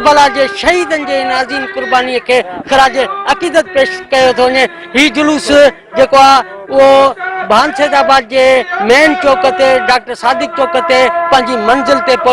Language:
Sindhi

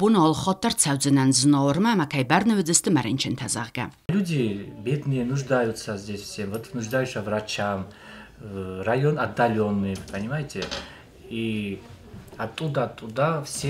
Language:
Ossetic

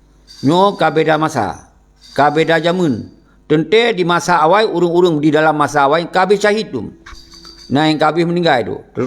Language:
Achinese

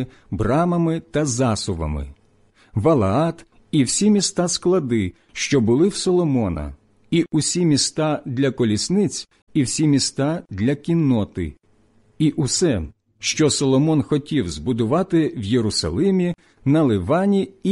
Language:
Ukrainian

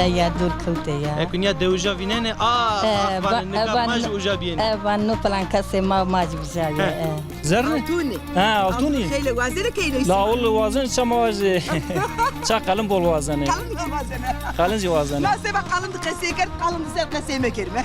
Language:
Zaza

